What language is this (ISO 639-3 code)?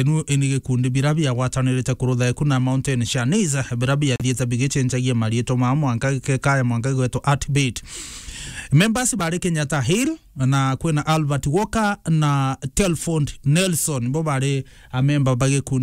mer